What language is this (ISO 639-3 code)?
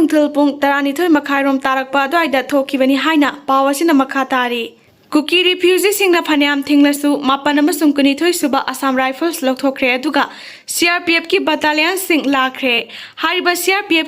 mni